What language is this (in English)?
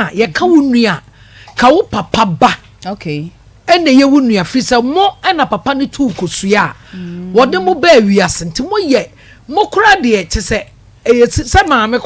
Akan